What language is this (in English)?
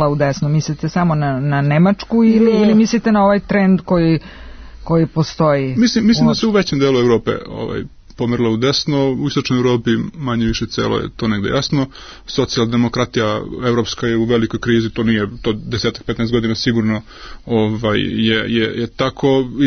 Serbian